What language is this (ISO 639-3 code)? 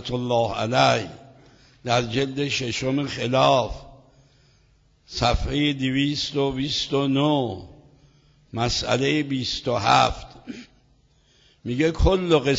fas